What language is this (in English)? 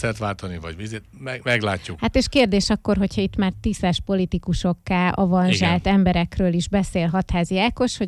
Hungarian